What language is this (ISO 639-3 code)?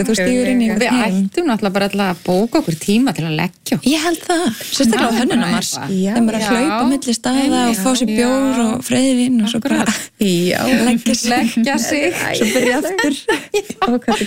isl